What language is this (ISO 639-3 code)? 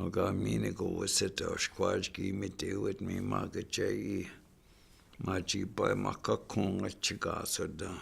ciw